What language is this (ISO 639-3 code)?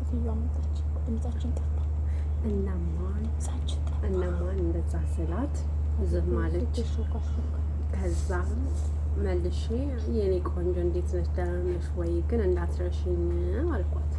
amh